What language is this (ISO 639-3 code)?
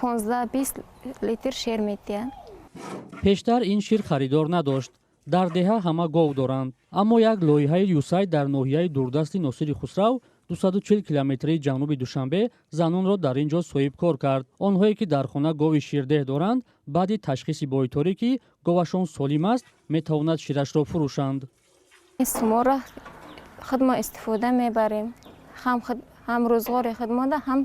tgk